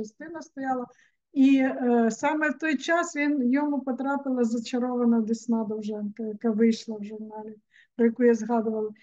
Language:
Ukrainian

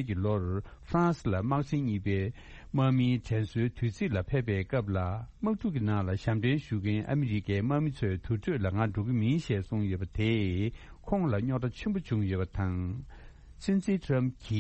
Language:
Tibetan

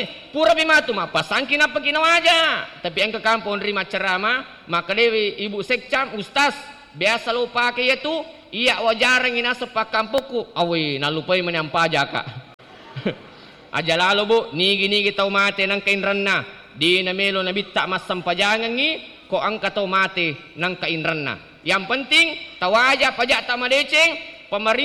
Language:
Buginese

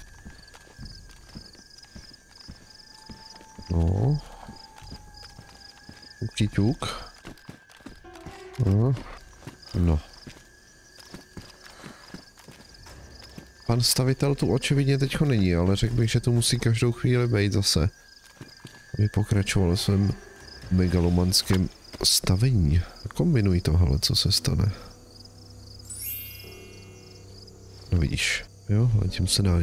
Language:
Czech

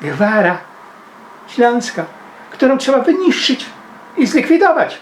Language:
Silesian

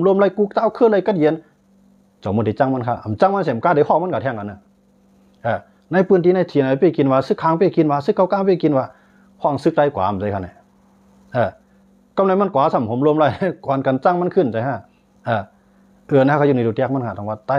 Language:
Shan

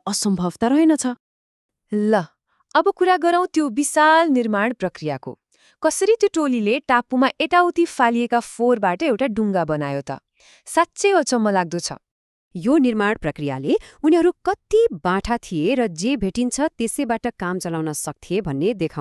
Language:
Nepali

